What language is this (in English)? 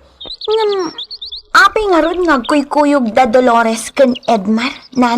Iloko